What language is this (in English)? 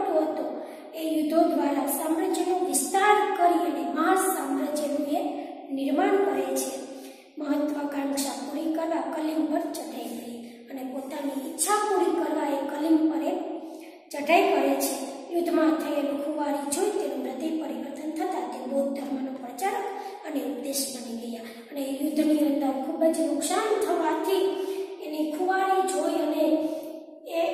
Gujarati